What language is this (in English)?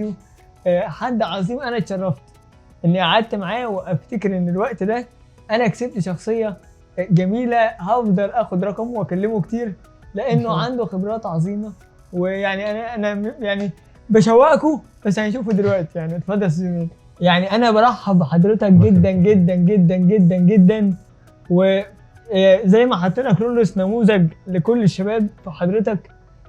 Egyptian Arabic